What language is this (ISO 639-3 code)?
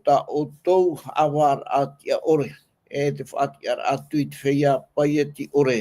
tah